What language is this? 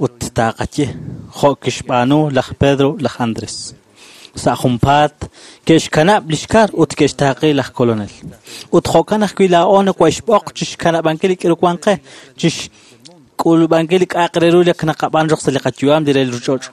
Kekchí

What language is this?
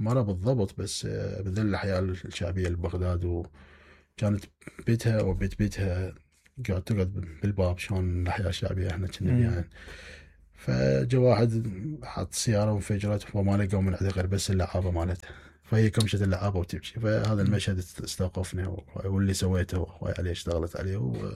Mesopotamian Arabic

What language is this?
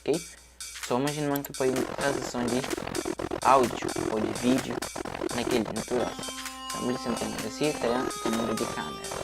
Kabuverdianu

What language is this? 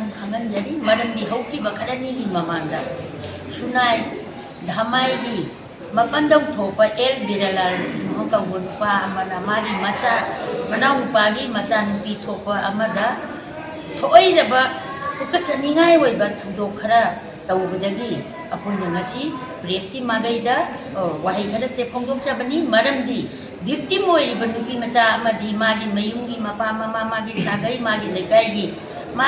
Manipuri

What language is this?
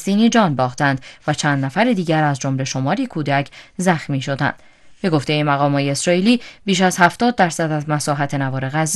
Persian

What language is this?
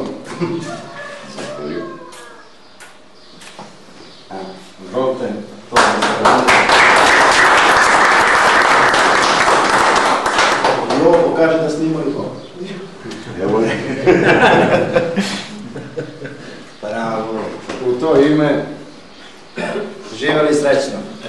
Serbian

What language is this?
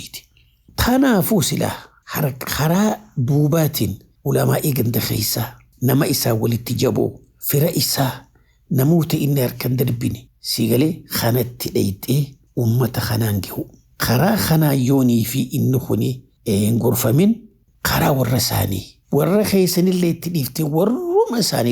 Oromo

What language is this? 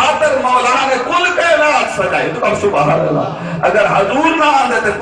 Saraiki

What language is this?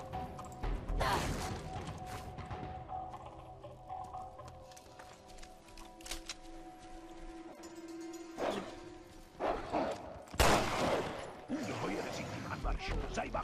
German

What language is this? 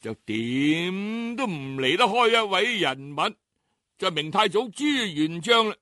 Cantonese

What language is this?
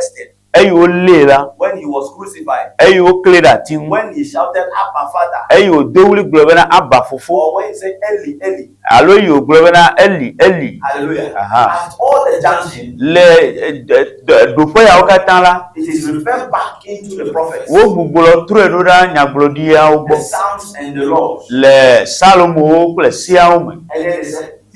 Ewe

